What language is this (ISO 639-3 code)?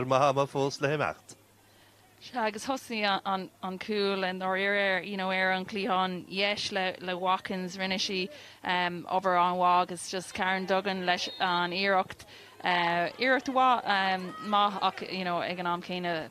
gle